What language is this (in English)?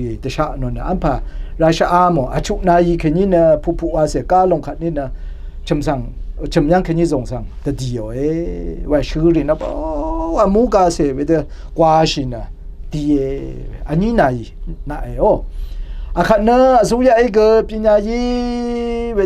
Rawang